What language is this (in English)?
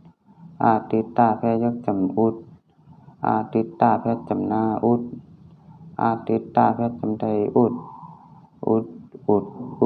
Shan